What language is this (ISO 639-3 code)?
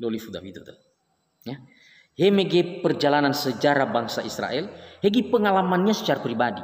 nia